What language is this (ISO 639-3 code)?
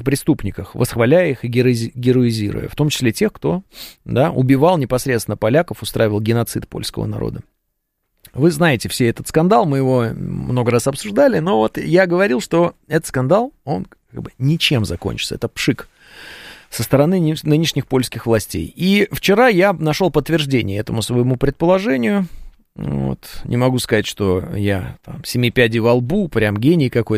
rus